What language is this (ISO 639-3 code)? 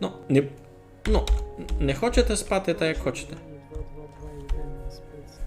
rue